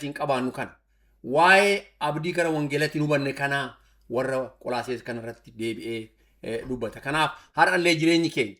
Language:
Oromo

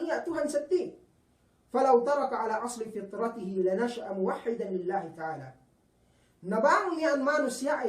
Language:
Yakan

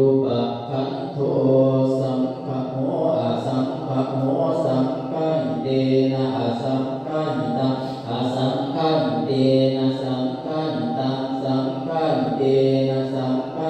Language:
Pali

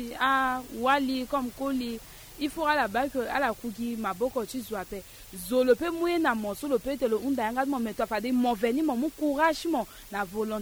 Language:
Sango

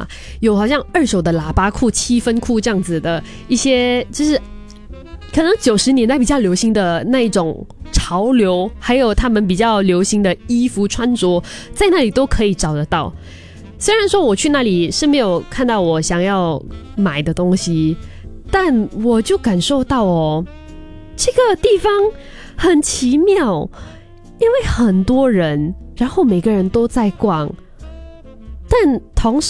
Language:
Chinese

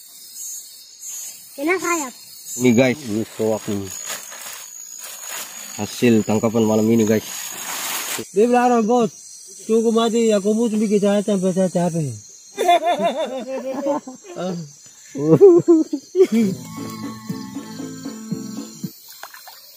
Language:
Indonesian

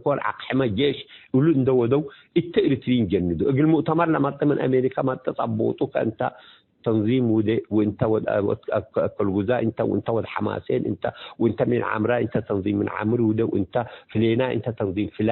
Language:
Tigre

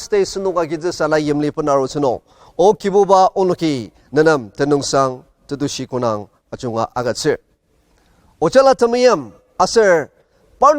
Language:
Ao Naga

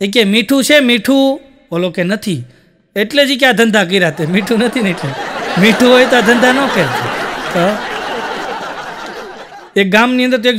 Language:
Gujarati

